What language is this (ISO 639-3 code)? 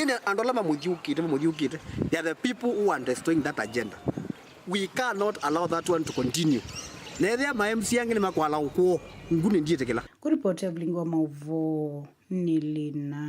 kam